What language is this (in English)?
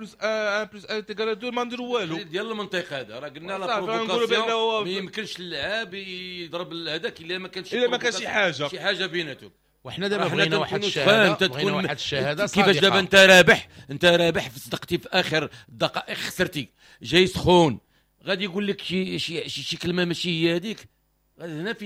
Moroccan Arabic